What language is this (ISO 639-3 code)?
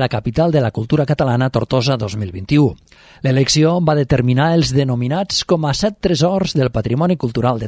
cat